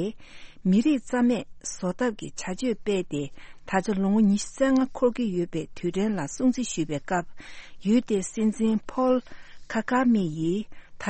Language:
Tibetan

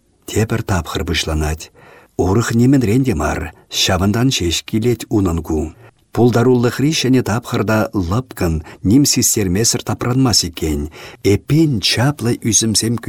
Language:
Chuvash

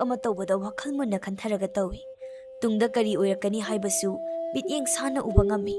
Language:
Manipuri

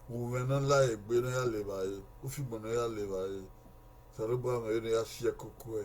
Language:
Bini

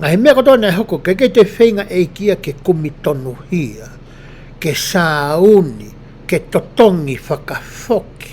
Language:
Tongan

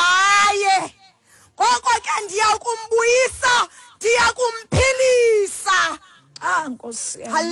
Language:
Xhosa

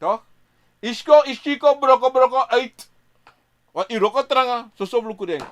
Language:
Sranan Tongo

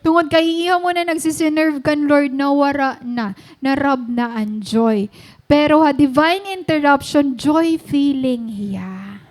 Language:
Waray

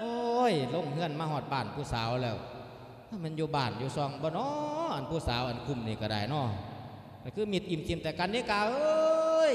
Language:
Lao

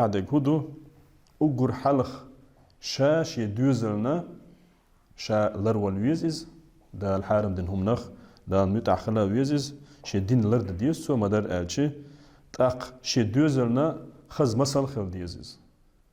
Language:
Chechen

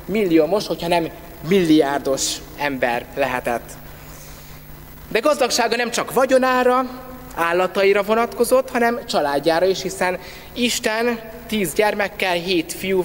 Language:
Hungarian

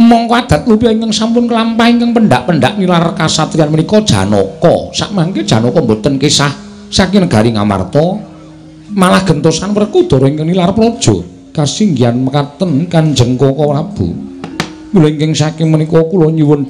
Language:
Javanese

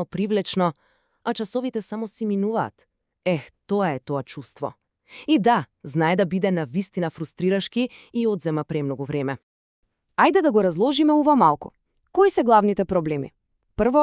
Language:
Macedonian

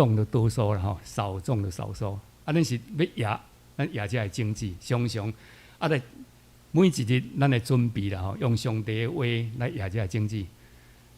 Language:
Min Nan Chinese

